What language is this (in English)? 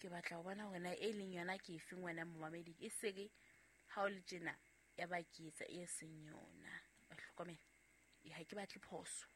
Southern Sotho